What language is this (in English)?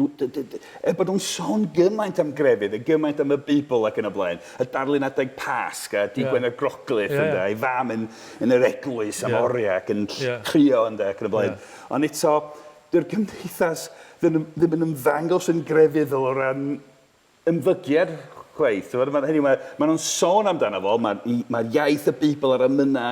Welsh